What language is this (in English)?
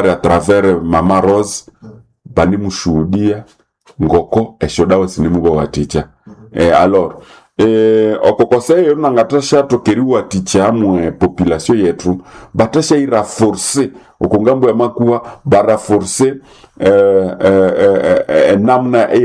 Nande